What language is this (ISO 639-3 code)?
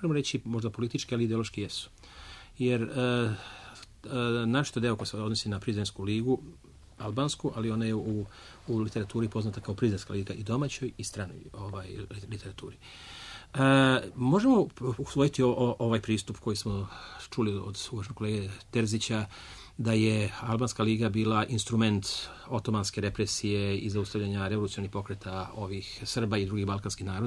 srp